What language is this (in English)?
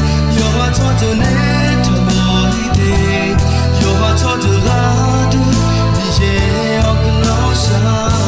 Akha